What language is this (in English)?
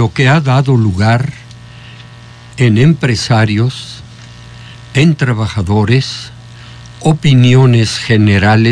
Spanish